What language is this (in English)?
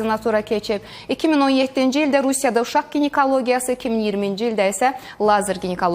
Azerbaijani